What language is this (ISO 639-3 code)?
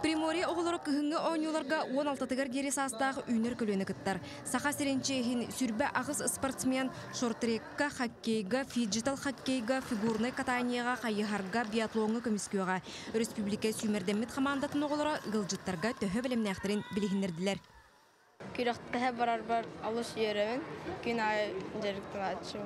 sah